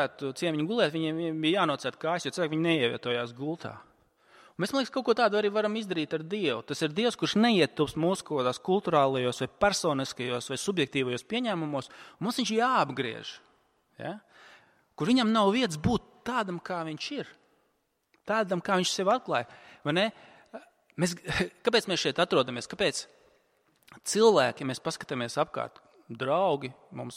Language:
Latvian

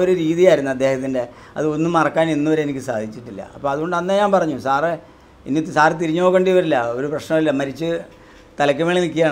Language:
Malayalam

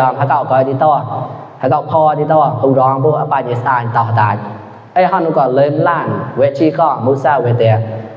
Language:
Mon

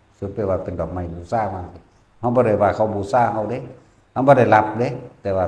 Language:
Northeastern Thai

